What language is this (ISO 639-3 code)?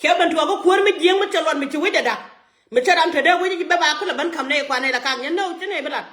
nus